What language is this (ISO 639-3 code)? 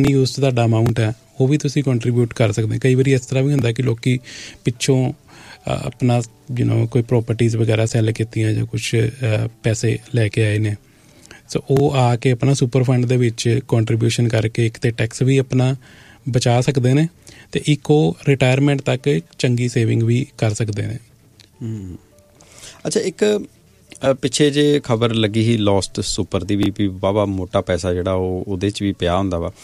pan